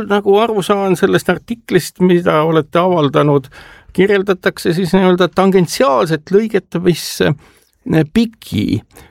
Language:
Estonian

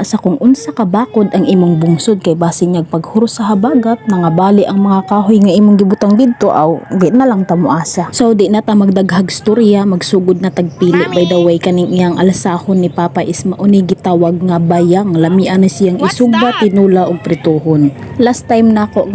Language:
Cebuano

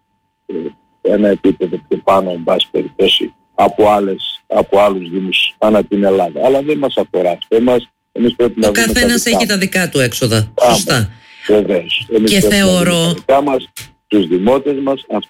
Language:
Greek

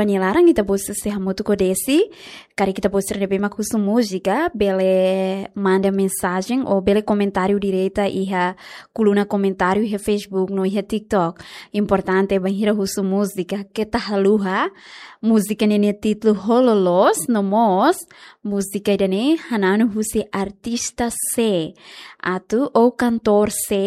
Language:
Tetum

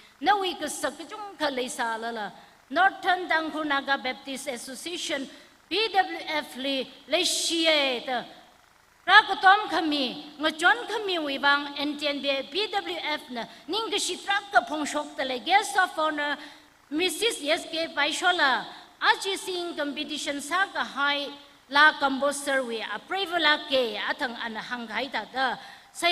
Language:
Tangkhul Naga (India)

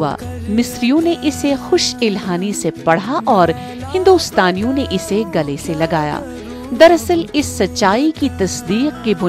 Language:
Urdu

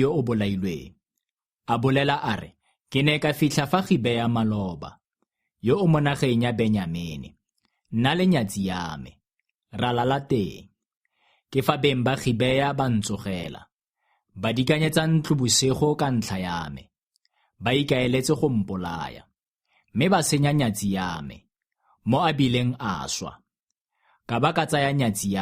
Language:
Tswana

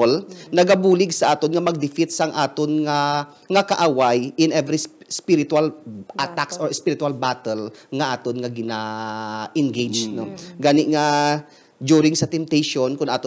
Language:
Hiligaynon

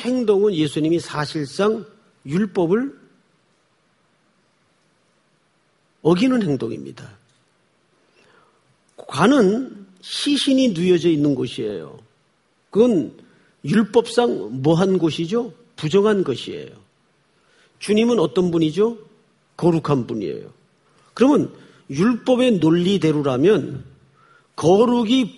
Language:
Korean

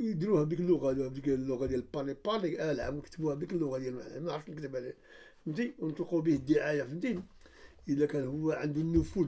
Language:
Moroccan Arabic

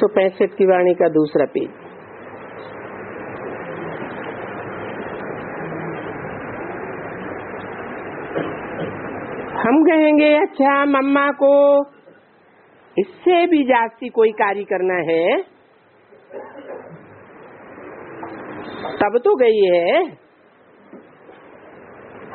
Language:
Hindi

